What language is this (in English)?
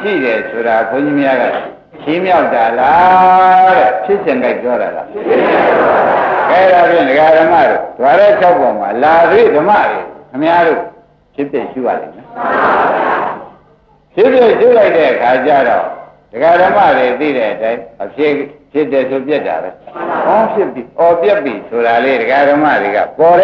Burmese